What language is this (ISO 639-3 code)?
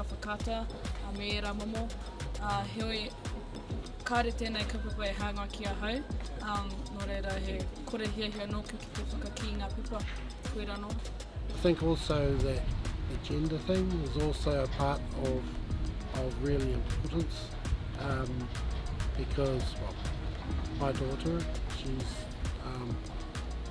mri